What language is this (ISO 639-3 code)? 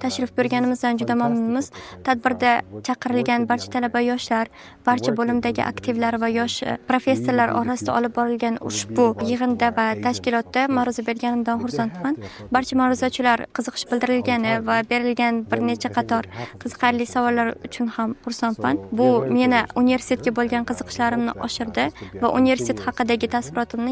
uzb